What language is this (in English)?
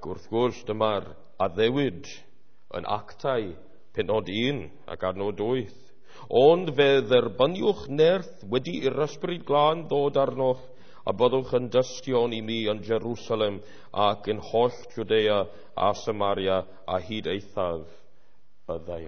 Welsh